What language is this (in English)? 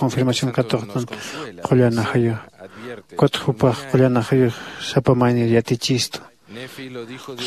Aymara